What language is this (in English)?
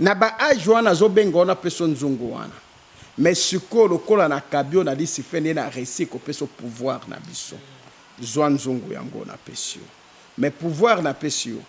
Lingala